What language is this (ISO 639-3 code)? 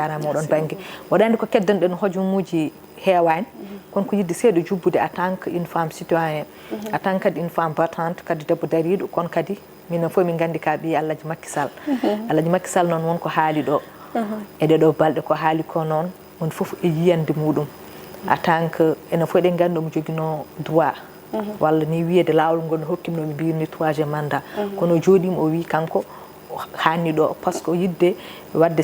ful